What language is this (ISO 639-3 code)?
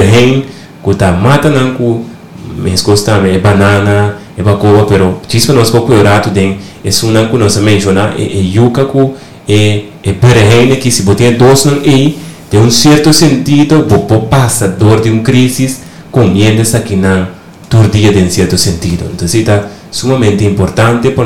pap